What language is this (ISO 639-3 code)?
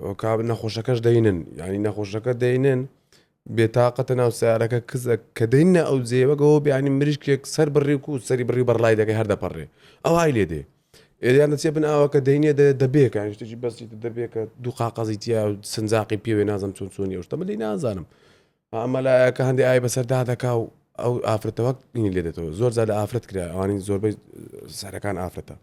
ckb